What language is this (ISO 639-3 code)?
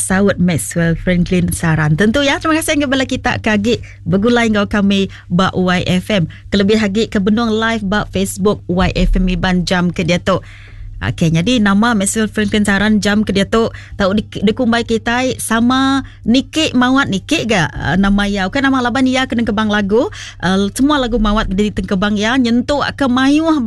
iba